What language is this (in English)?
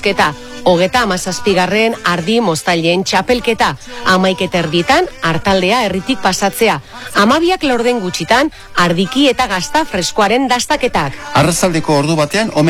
Basque